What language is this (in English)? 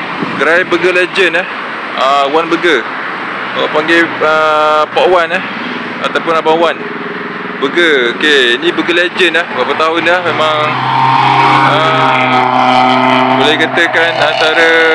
Malay